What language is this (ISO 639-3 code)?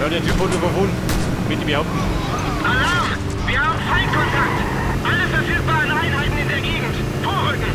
bar